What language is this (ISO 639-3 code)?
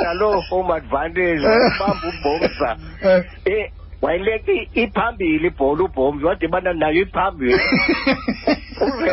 xho